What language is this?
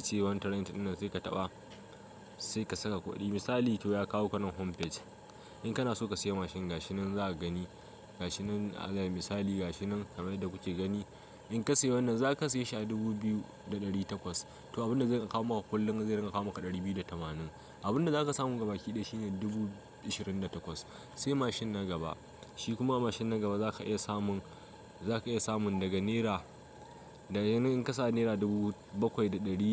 Hausa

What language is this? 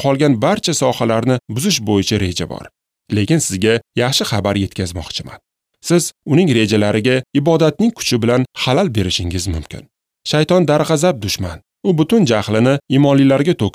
Uzbek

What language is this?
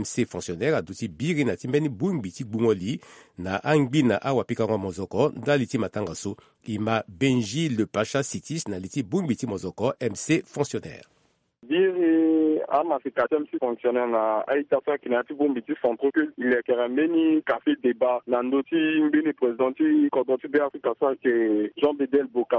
Sango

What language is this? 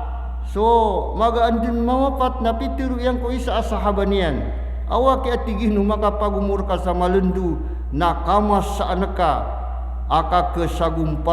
Maranao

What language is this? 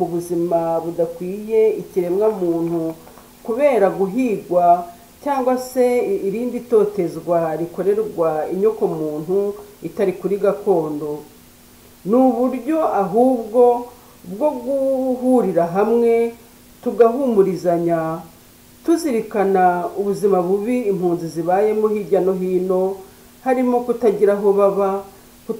Kinyarwanda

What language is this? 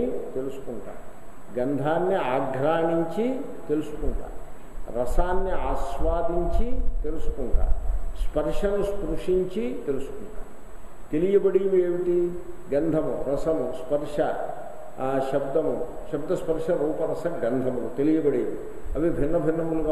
Telugu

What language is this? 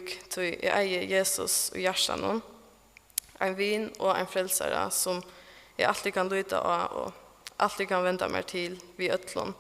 Faroese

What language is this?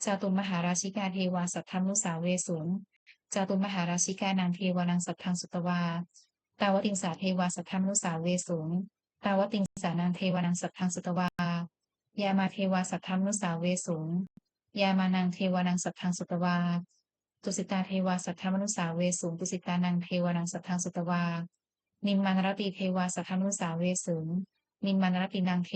Pali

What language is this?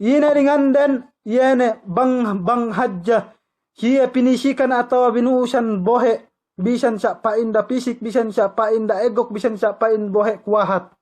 Yakan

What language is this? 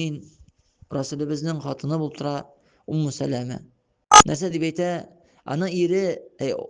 Tatar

